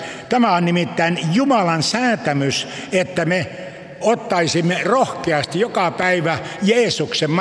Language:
Finnish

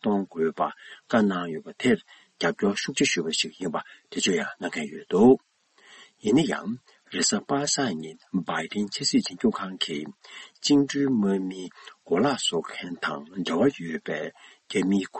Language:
Tibetan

